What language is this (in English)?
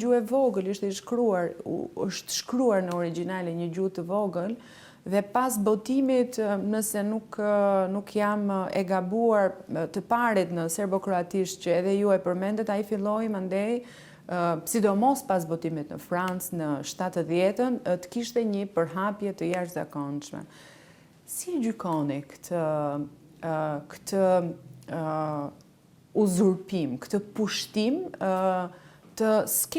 Albanian